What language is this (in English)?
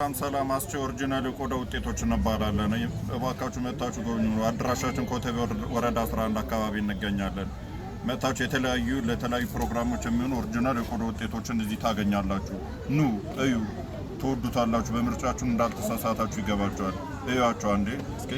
Amharic